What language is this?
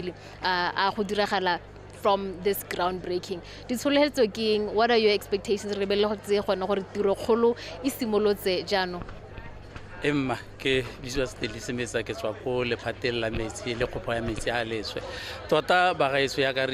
Tswana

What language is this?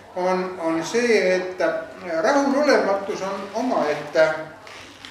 Estonian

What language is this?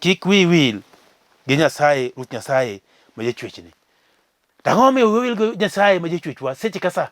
Luo (Kenya and Tanzania)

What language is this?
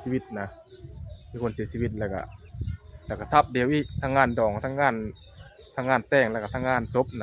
Northeastern Thai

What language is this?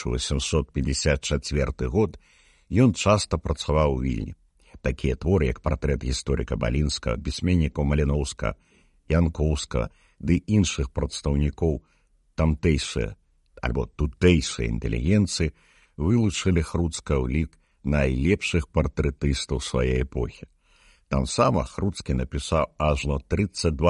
Belarusian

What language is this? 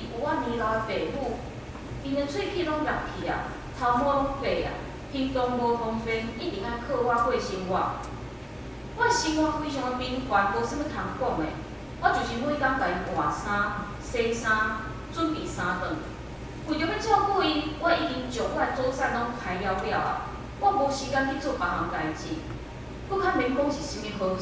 Min Nan Chinese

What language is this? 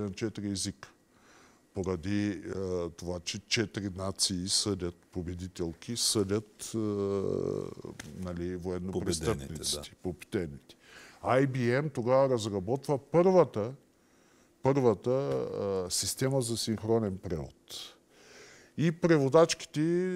Bulgarian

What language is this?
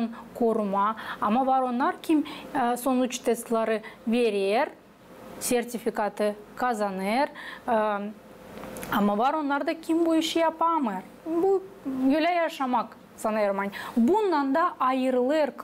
Gagauz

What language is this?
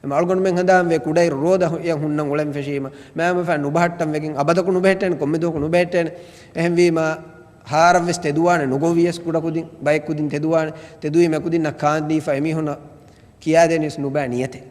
Divehi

